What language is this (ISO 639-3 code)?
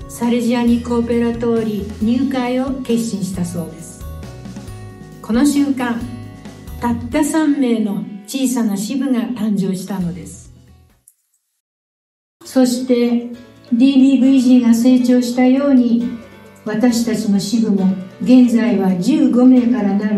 jpn